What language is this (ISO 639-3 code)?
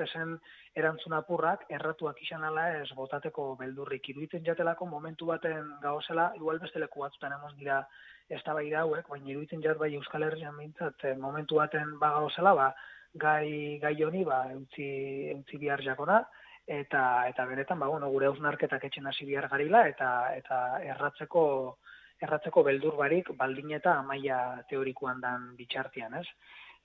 eus